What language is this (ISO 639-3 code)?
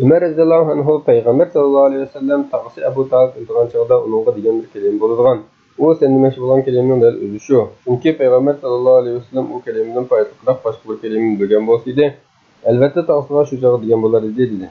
uig